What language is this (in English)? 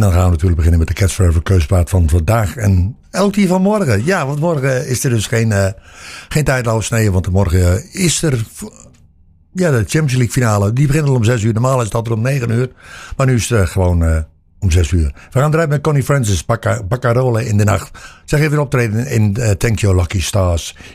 Dutch